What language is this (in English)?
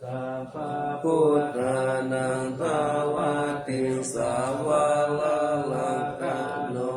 Pali